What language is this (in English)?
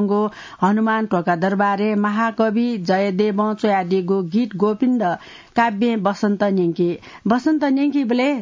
Newari